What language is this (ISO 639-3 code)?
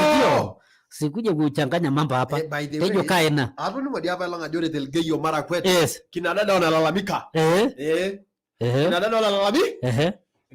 mas